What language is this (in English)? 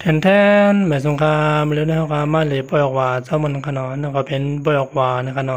Shan